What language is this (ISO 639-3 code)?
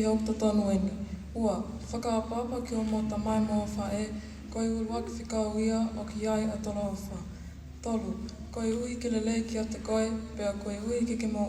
ton